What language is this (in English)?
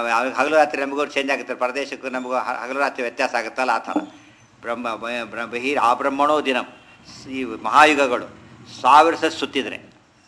Kannada